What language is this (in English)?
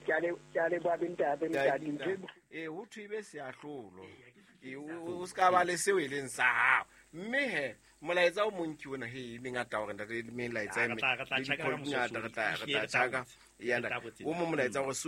Southern Sotho